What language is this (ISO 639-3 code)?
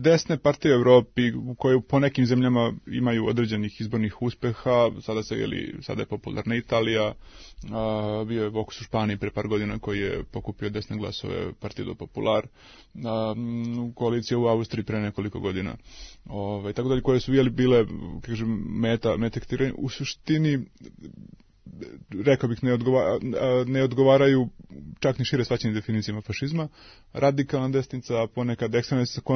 srp